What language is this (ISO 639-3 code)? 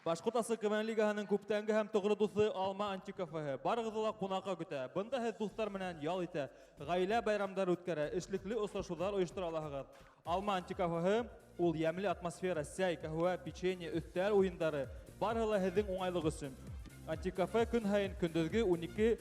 bak